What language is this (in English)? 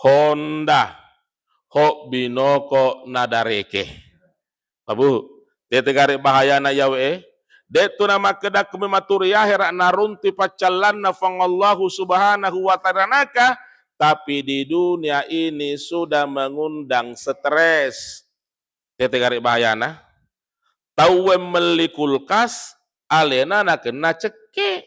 Buginese